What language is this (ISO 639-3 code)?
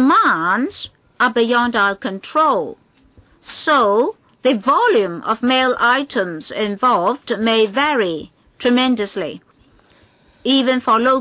eng